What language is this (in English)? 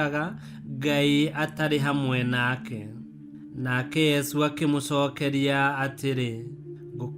Kikuyu